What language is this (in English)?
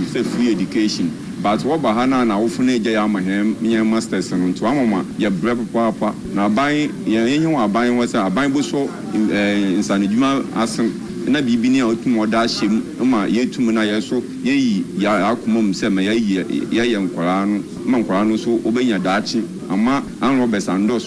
Akan